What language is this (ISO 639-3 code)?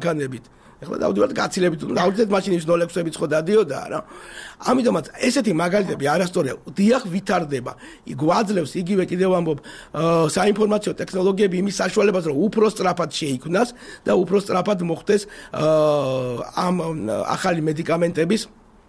kat